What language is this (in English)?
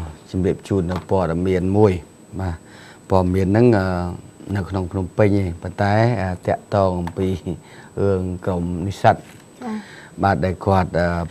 Khmer